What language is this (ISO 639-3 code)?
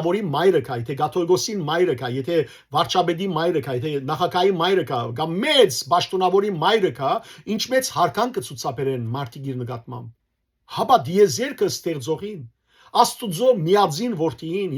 hyw